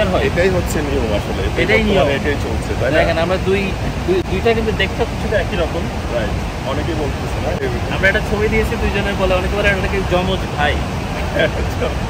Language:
Bangla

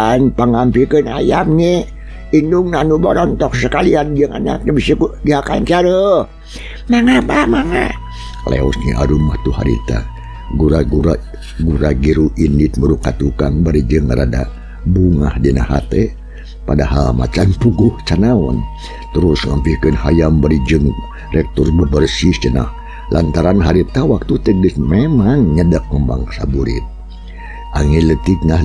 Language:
Sundanese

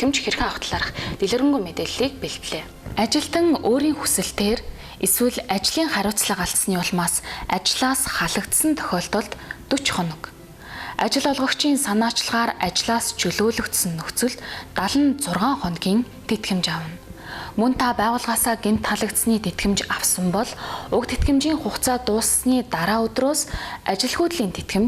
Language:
Mongolian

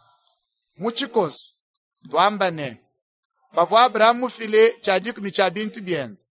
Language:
Luba-Lulua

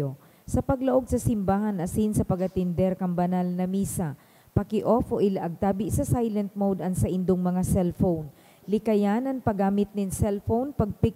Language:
Bikol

